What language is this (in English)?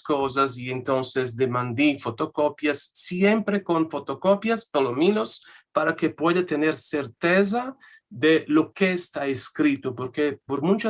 Ladino